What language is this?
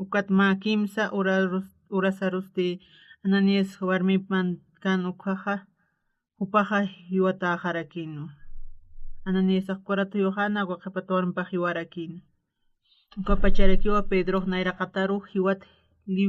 Aymara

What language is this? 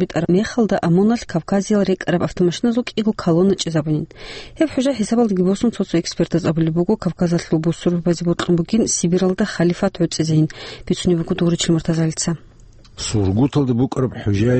Avaric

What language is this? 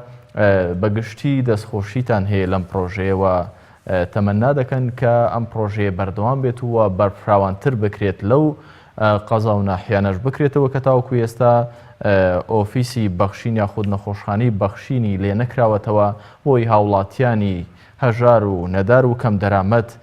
Central Kurdish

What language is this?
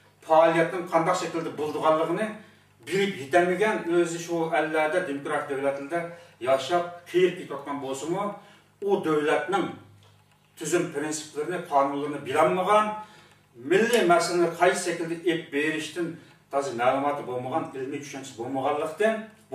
Uyghur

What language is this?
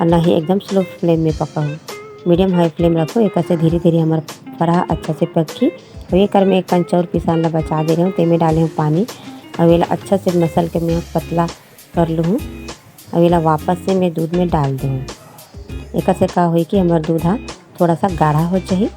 Chhattisgarhi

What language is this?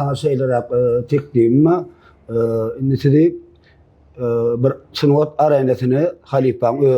Turkmen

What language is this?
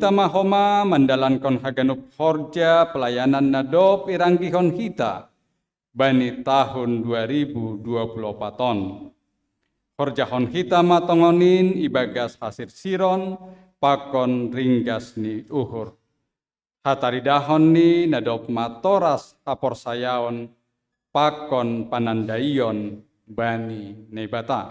Batak Simalungun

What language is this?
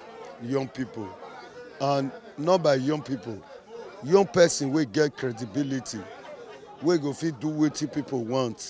Nigerian Pidgin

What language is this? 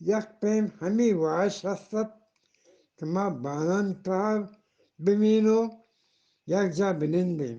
Eastern Balochi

